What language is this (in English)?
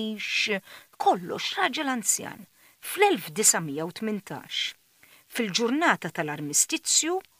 Maltese